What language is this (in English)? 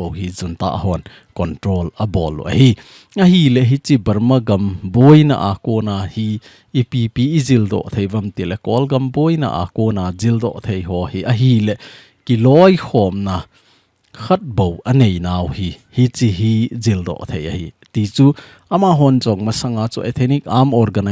Thado Chin